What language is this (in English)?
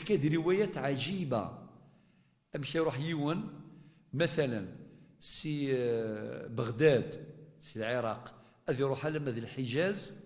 Kabyle